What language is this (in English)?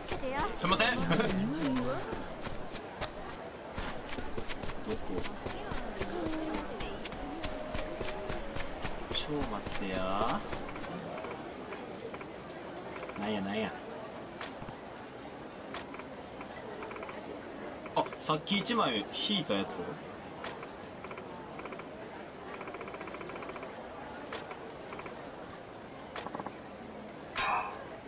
Japanese